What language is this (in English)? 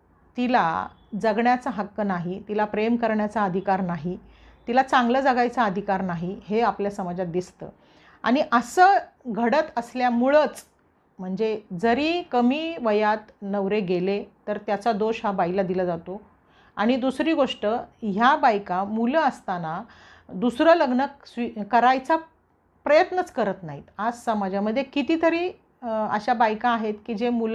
Marathi